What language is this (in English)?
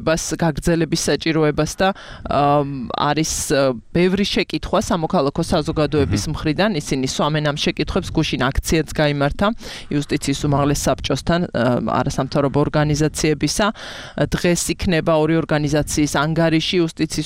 Georgian